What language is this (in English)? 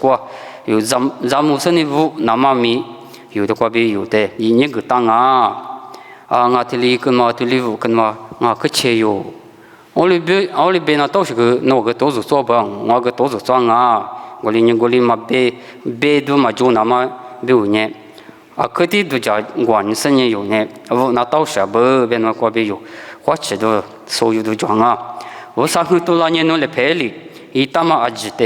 Lisu